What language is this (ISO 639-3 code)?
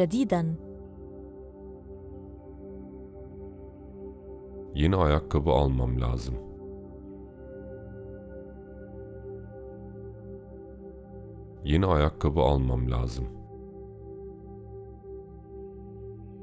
tur